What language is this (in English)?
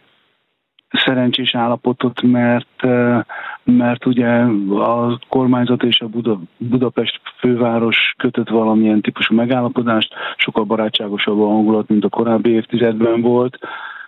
Hungarian